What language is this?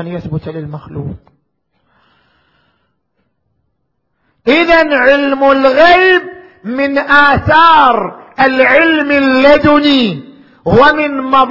Arabic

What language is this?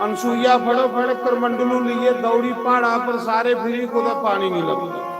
Dogri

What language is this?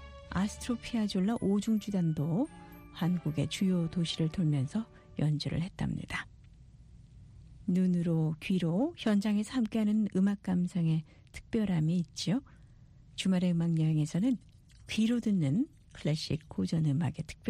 Korean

